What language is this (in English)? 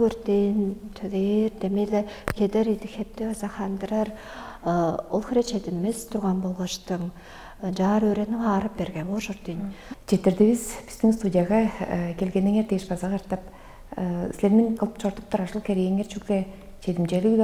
Tuvinian